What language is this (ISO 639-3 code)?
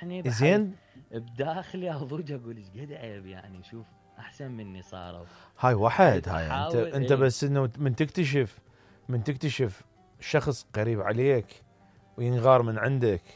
acm